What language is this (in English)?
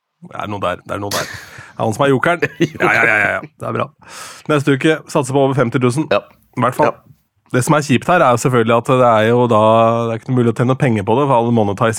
Norwegian